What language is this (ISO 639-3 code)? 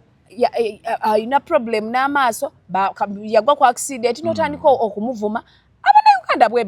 lug